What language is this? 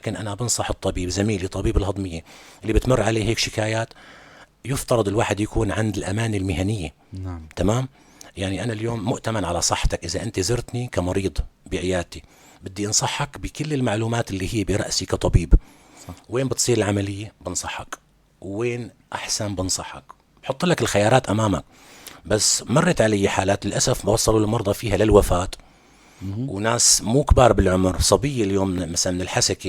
North Levantine Arabic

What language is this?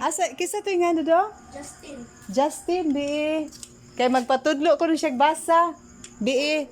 Cebuano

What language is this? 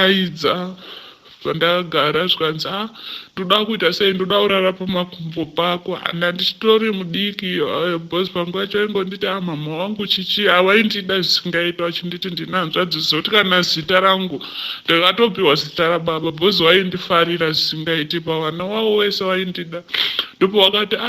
Shona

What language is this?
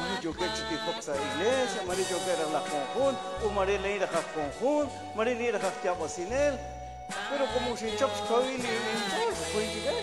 Kekchí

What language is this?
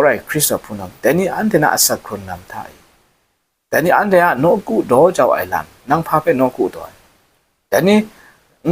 Kachin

